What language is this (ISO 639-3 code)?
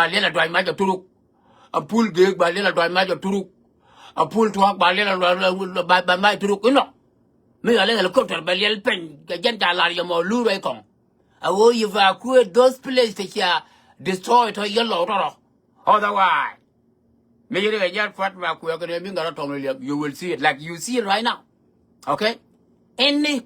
nus